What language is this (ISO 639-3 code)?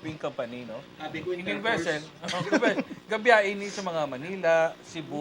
hil